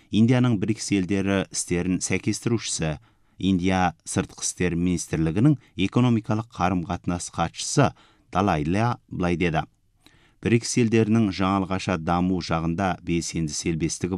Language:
Kazakh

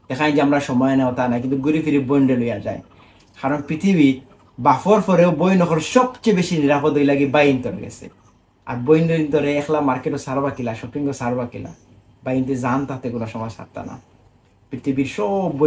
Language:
Sylheti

